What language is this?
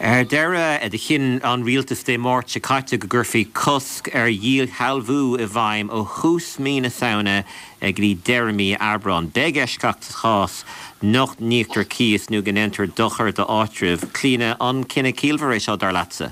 Irish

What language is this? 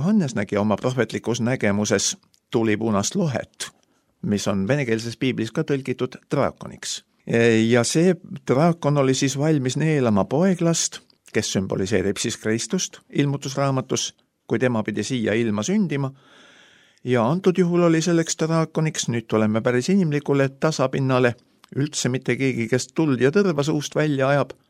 Estonian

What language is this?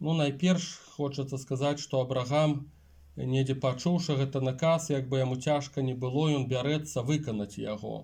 Belarusian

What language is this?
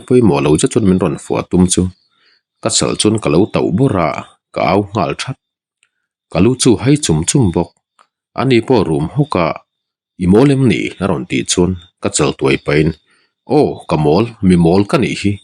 Mizo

